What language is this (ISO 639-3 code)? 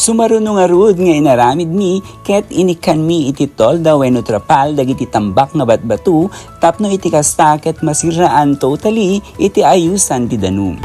ilo